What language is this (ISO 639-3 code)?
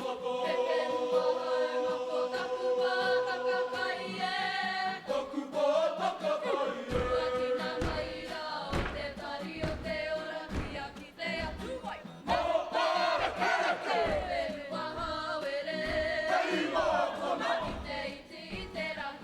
mri